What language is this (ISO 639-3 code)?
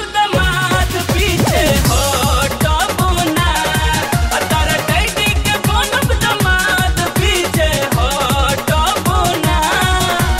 bho